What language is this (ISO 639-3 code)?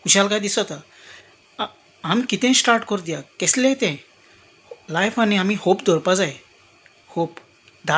kok